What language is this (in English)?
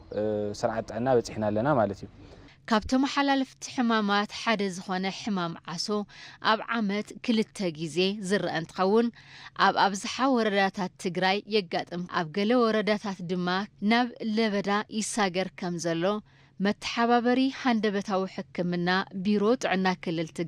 Tigrinya